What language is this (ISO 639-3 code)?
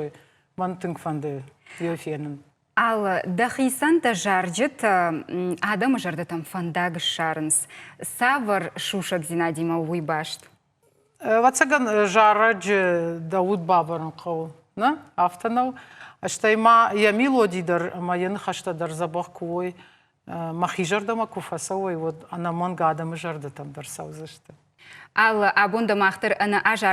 oss